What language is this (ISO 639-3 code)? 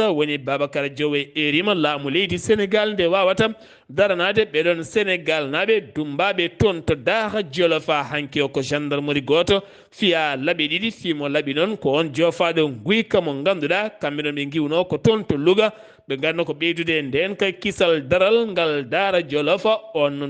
ful